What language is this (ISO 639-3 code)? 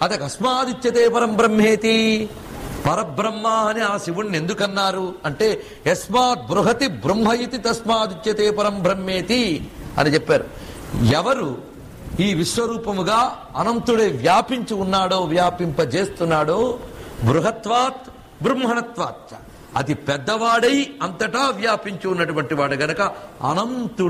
tel